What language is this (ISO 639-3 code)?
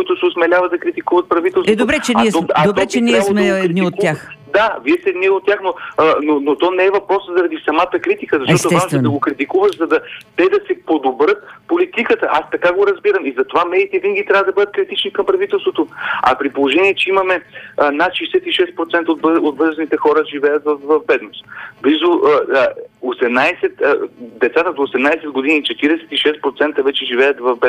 bul